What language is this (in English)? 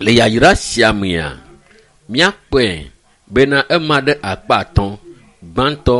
Ewe